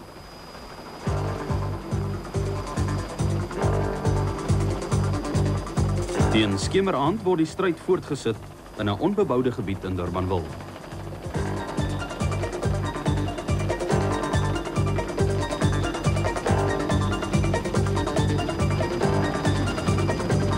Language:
Afrikaans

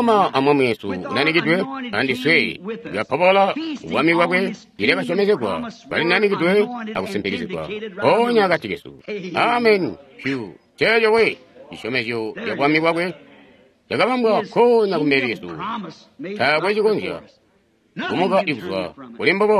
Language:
Tonga (Zambia)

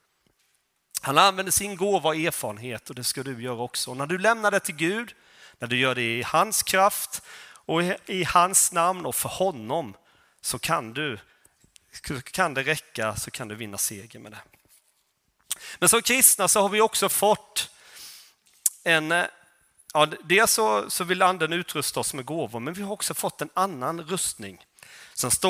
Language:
Swedish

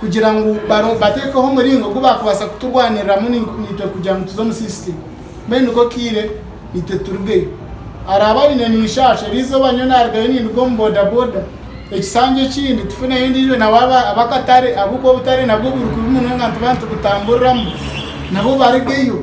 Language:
Nyankole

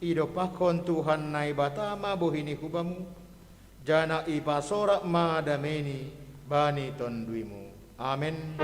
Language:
Batak Simalungun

